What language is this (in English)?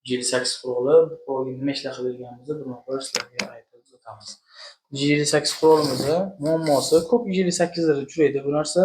Uzbek